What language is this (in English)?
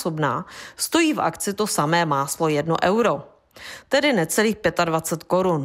Czech